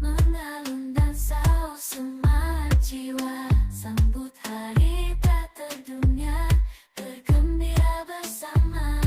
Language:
Banjar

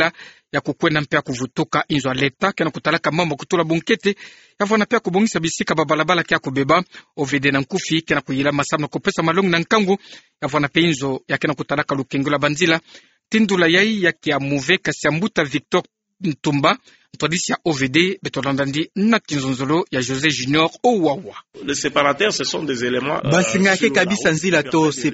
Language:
Kituba (Democratic Republic of Congo)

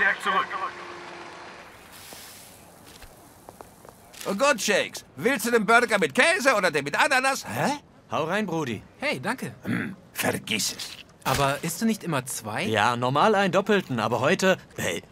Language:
German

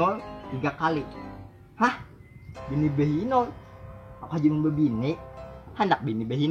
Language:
Banjar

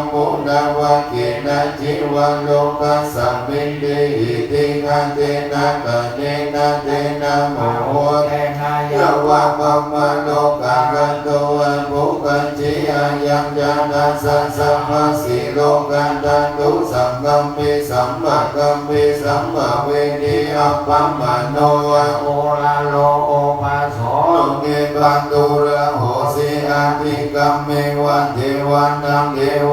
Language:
Pali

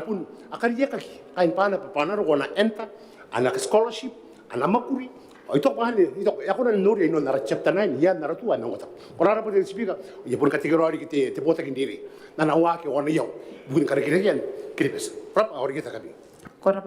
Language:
Gilbertese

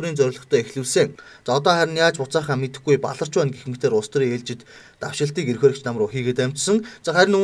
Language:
Mongolian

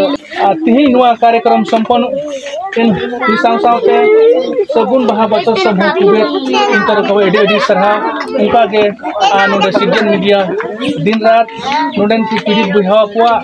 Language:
Santali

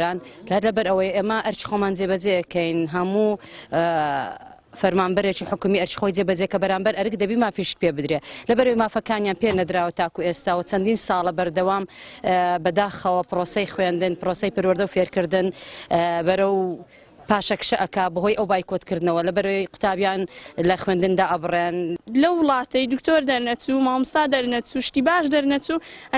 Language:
Central Kurdish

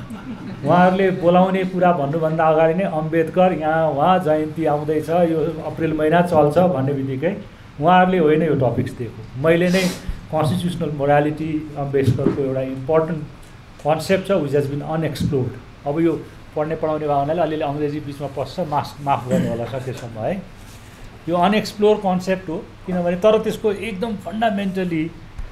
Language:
Nepali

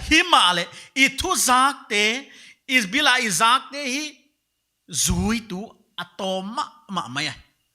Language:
Paite Chin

